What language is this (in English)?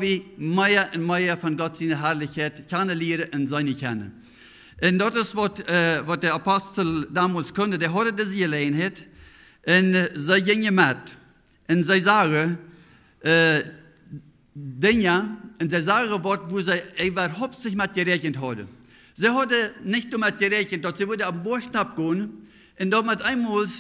Plautdietsch